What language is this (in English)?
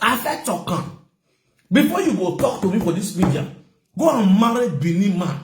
Nigerian Pidgin